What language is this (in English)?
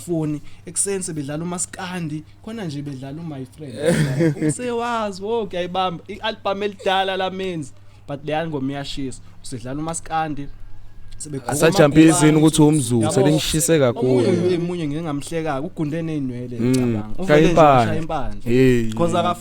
Zulu